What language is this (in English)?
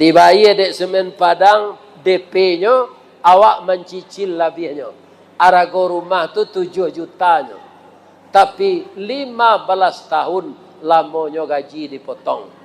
Minangkabau